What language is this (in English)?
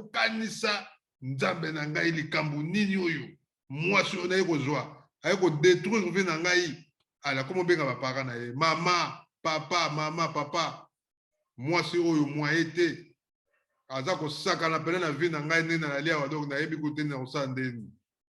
Lingala